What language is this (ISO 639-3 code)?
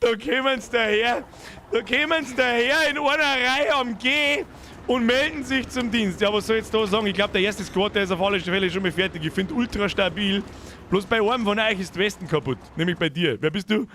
bar